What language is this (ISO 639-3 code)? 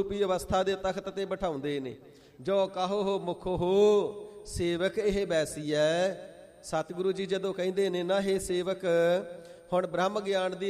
pan